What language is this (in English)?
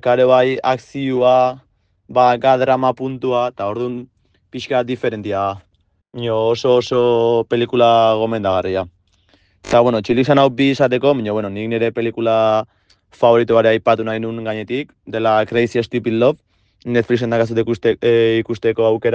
Basque